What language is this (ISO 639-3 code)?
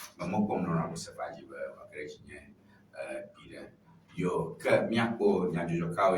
ewe